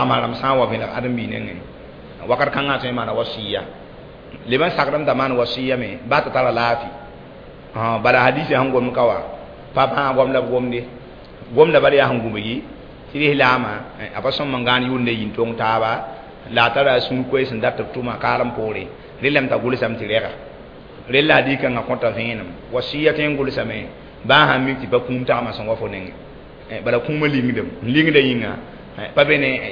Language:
Mossi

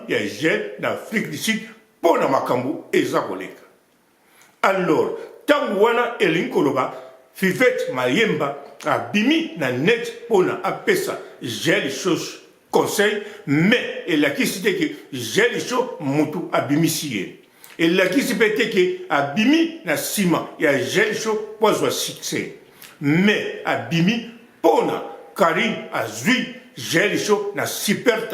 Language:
Lingala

